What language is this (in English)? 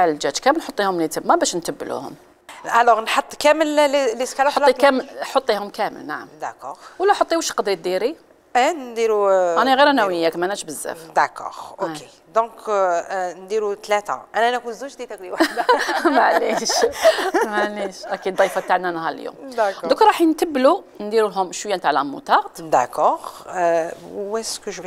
Algerian Arabic